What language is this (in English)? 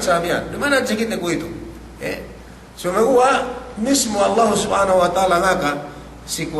Yakan